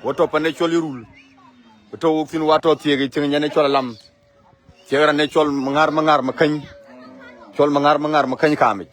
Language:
Dinka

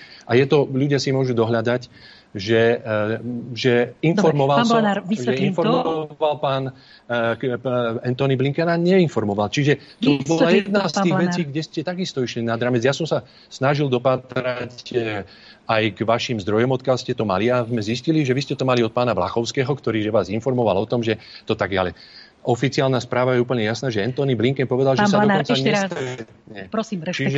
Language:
Slovak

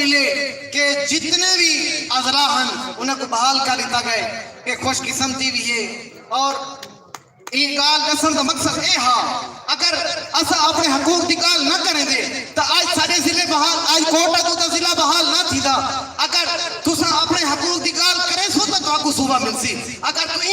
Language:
Saraiki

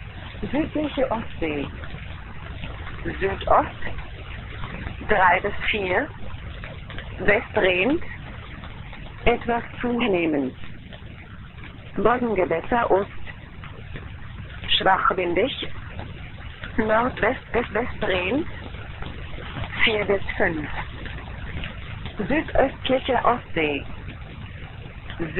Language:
German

